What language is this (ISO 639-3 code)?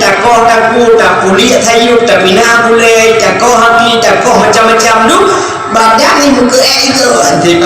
ace